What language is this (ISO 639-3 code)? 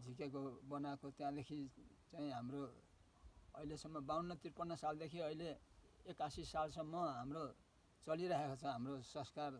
nep